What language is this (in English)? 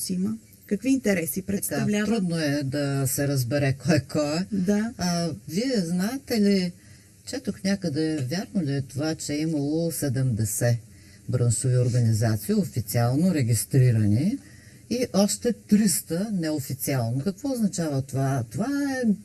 Bulgarian